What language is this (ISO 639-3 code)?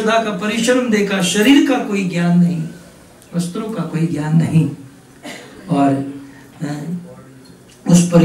hin